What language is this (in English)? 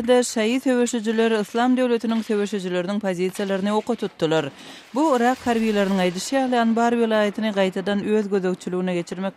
Turkmen